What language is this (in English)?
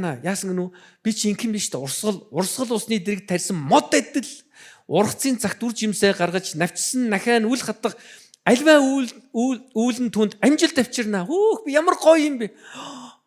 Mongolian